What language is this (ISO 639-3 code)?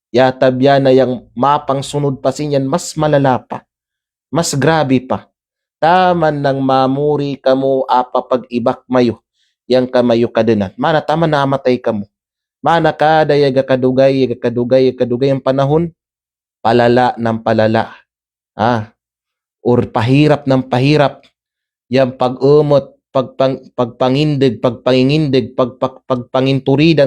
kqe